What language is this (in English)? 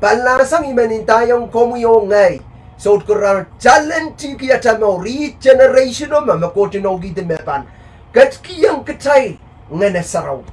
Pohnpeian